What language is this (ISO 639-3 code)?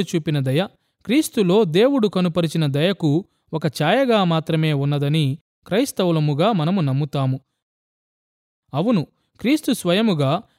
tel